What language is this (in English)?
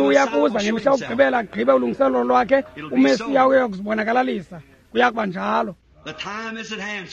Xhosa